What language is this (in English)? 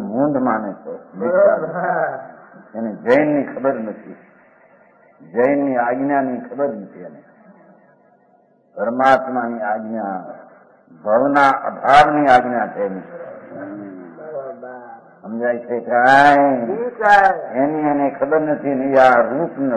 Gujarati